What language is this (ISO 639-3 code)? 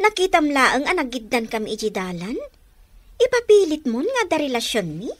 ilo